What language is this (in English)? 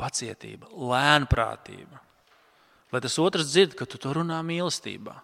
Latvian